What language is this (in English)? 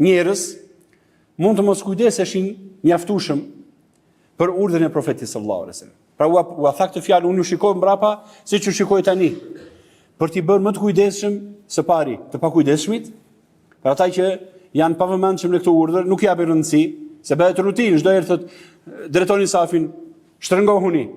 Albanian